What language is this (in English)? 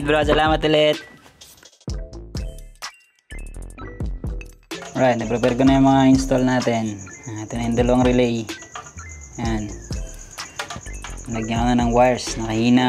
Filipino